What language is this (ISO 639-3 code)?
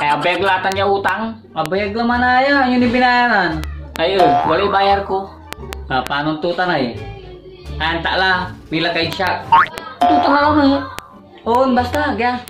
pag